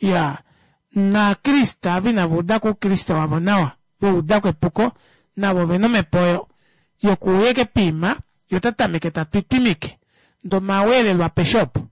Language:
Kuanyama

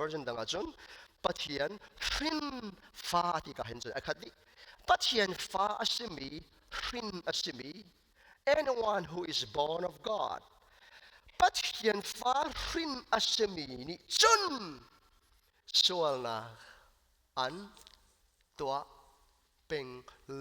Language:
Hakha Chin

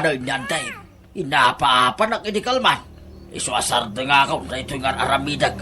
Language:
Iloko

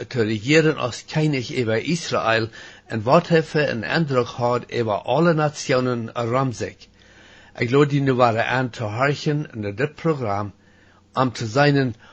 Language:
Plautdietsch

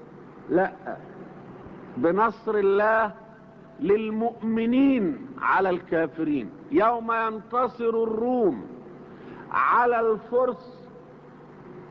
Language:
Arabic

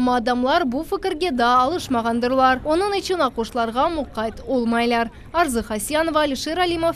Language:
Crimean Tatar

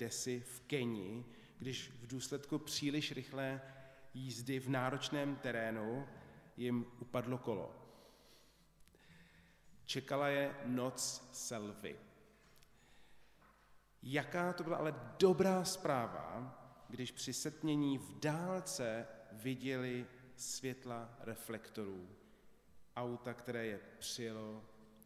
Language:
Czech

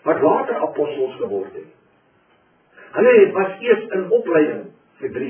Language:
Afrikaans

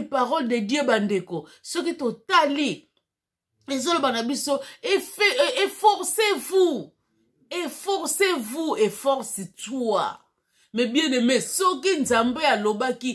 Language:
Lingala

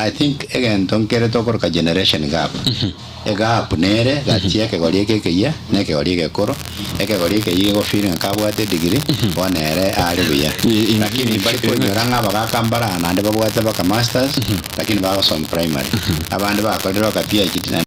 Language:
Gusii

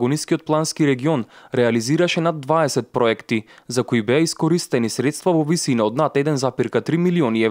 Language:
Macedonian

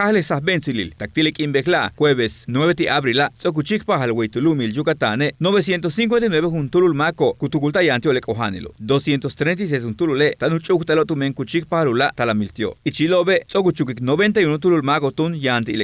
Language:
Yucateco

